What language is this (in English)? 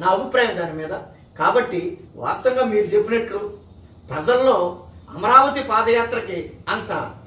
Telugu